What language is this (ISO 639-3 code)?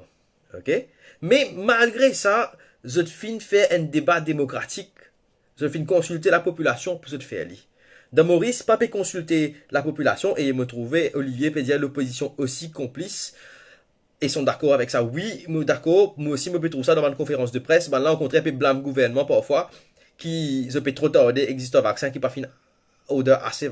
mfe